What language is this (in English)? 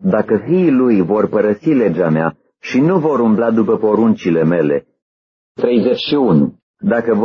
Romanian